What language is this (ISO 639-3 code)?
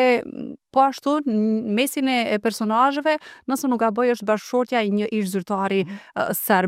sqi